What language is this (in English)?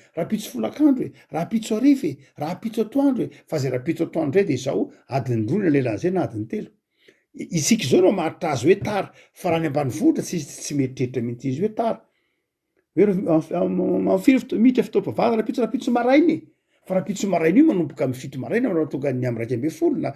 Malagasy